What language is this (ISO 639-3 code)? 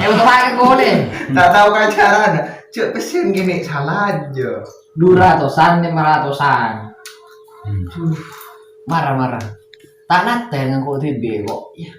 mad